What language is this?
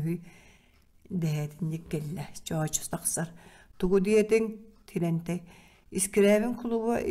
Yakut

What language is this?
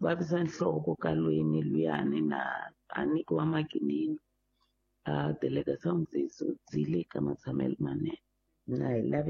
Tsonga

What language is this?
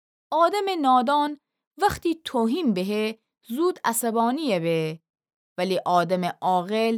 Gilaki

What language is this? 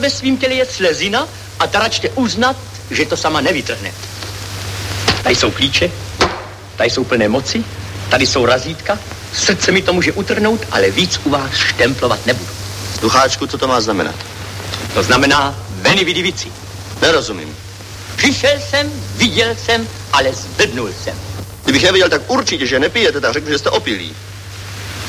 Czech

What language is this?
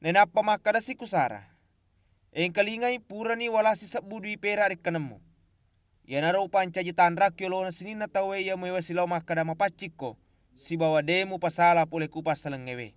Buginese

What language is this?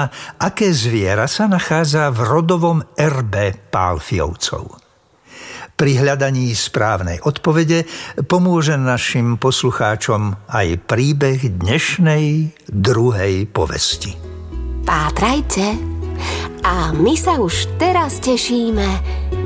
Slovak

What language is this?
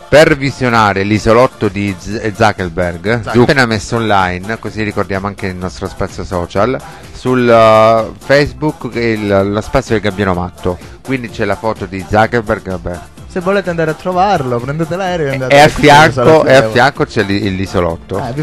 Italian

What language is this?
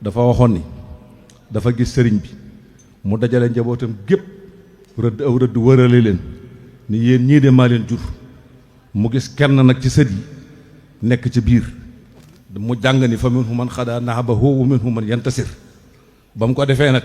Wolof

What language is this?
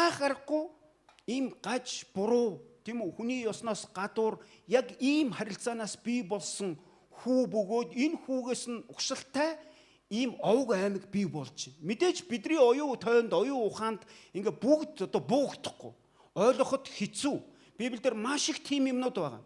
Mongolian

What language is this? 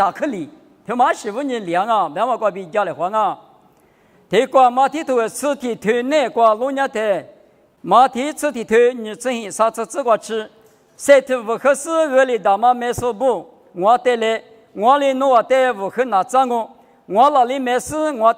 Lisu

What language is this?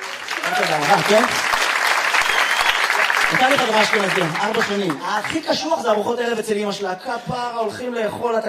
Hebrew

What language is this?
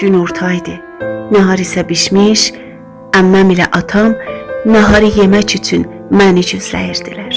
South Azerbaijani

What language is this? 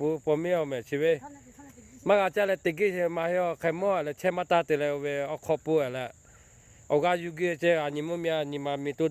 Lahu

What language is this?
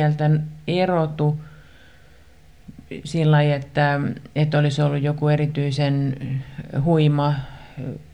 Finnish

